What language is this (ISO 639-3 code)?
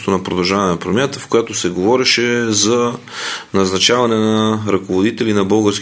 bul